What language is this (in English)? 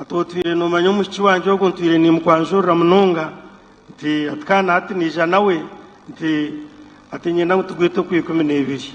Nyankole